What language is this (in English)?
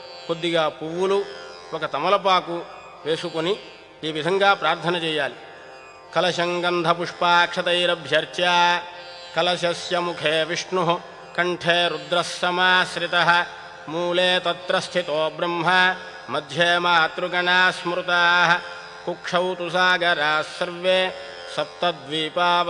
Telugu